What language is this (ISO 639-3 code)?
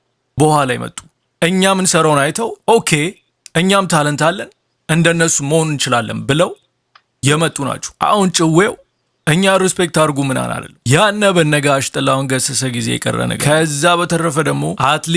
amh